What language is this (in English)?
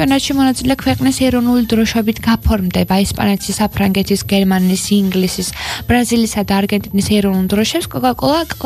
Georgian